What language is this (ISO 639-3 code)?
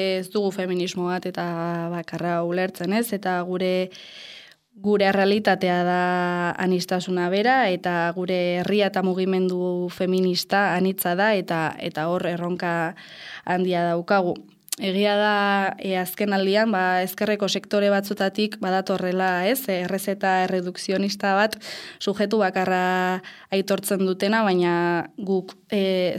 eus